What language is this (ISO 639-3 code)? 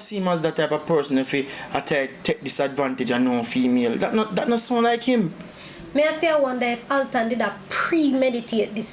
jam